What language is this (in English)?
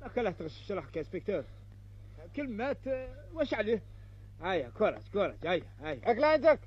Algerian Arabic